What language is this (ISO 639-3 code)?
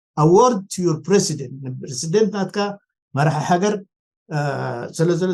tir